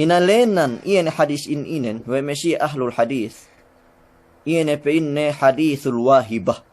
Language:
Yakan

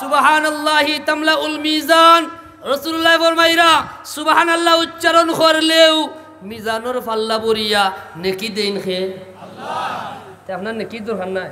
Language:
Sylheti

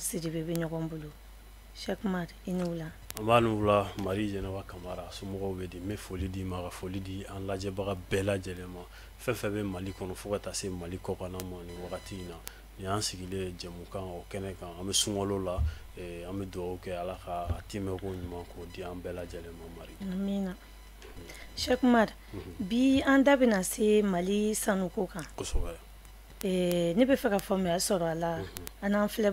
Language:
Bambara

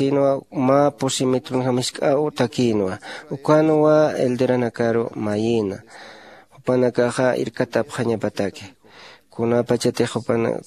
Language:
Aymara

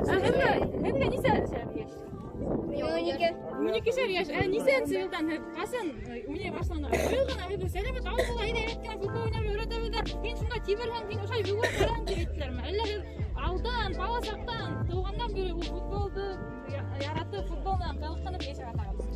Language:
Bashkir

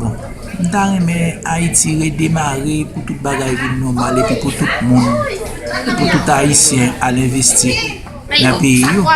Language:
Haitian Creole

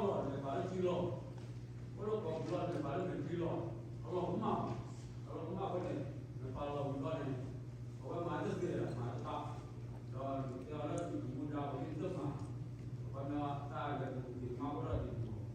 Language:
S'gaw Karen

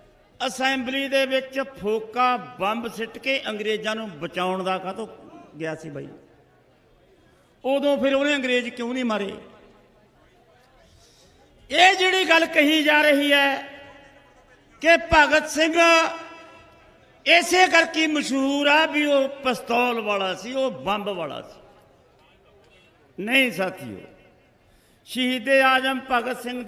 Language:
Punjabi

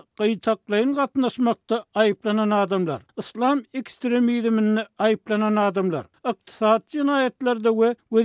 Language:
Turkmen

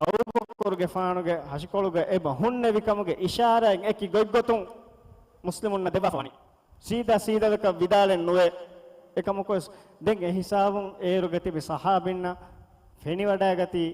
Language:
Divehi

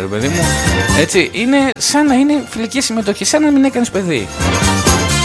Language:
Greek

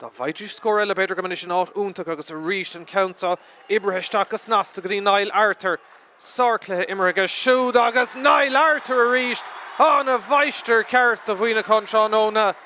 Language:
Irish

